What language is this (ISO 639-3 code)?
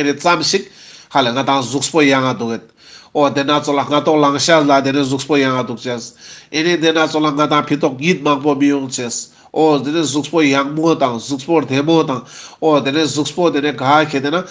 lbj